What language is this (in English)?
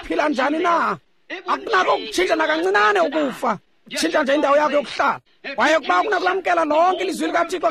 Xhosa